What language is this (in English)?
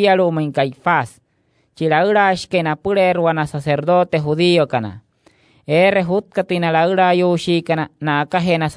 Wayuu